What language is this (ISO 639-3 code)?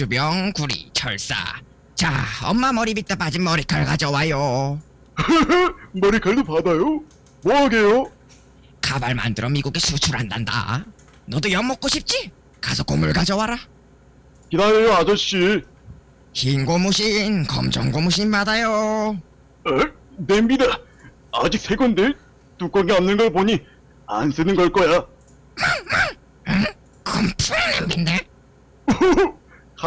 kor